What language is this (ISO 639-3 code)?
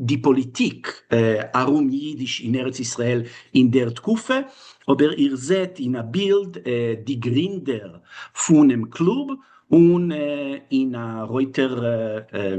yid